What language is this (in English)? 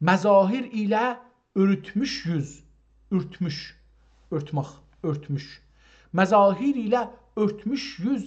South Azerbaijani